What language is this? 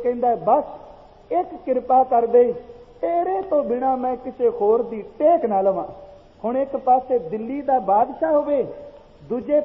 Punjabi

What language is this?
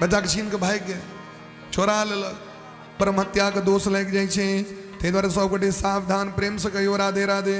Maithili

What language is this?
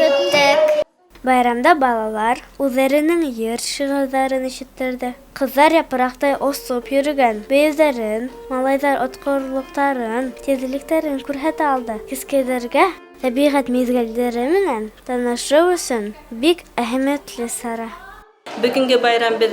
Bashkir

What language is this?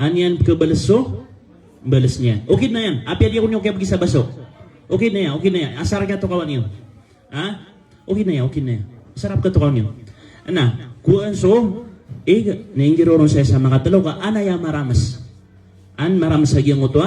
Maranao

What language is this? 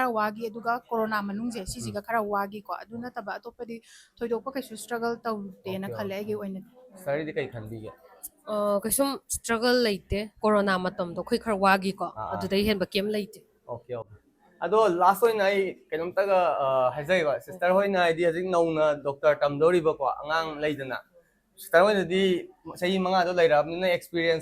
Manipuri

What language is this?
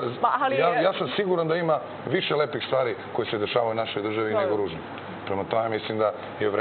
Serbian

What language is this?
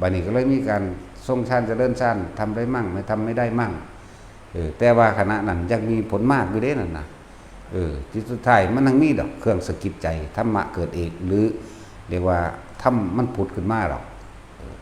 Northeastern Thai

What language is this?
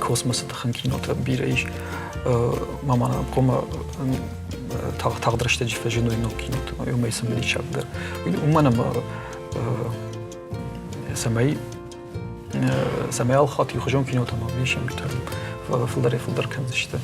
Ossetic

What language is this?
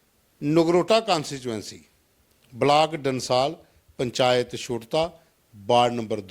Dogri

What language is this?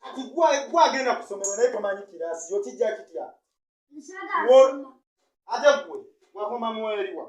Ganda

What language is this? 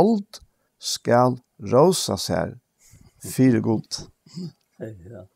Faroese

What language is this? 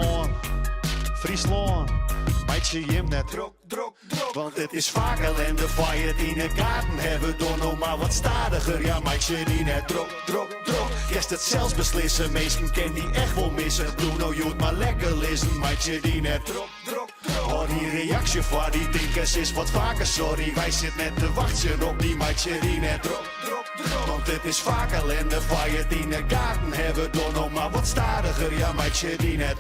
Western Frisian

